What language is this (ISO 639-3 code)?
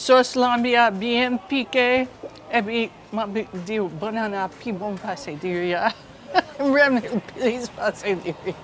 hat